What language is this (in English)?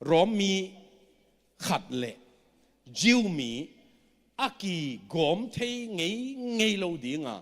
Tedim Chin